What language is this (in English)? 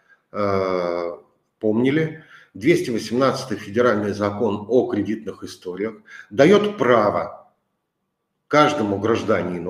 Russian